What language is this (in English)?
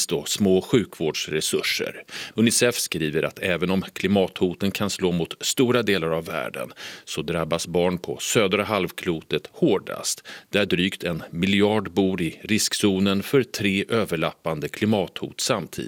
Swedish